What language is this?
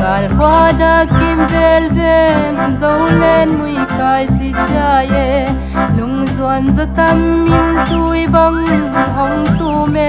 Paite Chin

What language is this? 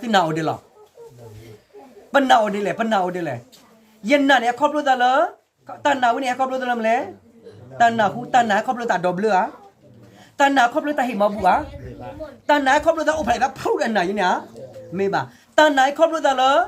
S'gaw Karen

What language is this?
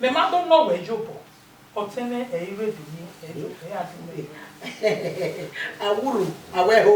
Bini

